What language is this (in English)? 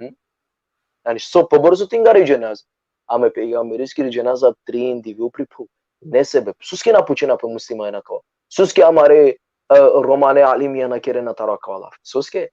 Balkan Romani